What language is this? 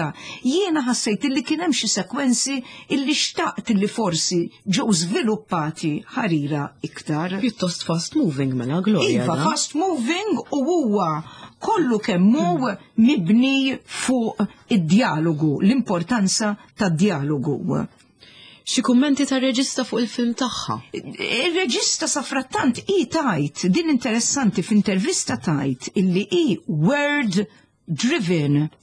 Maltese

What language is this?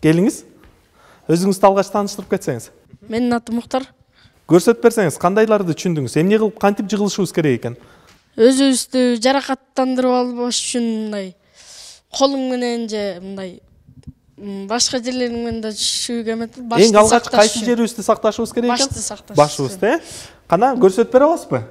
Kyrgyz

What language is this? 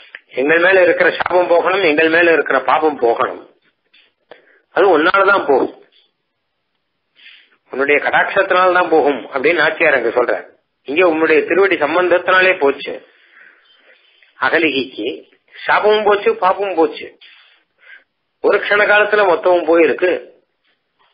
Tamil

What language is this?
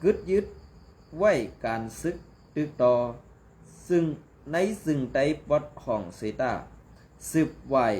Shan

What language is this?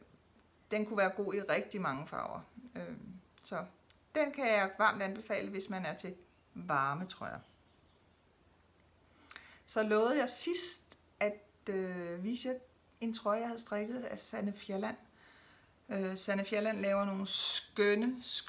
Danish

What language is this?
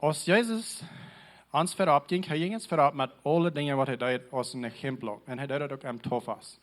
Plautdietsch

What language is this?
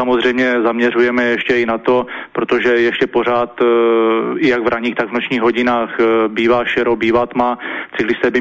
Czech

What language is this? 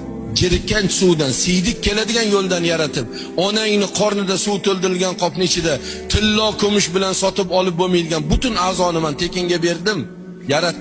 Uzbek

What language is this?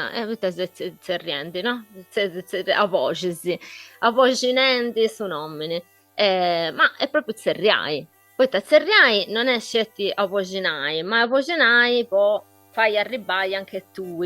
Sardinian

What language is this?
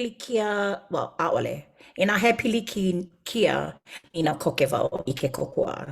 Hawaiian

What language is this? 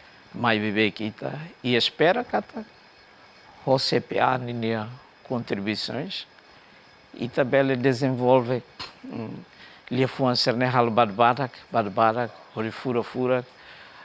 Tetum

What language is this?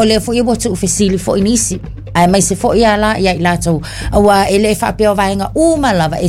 Samoan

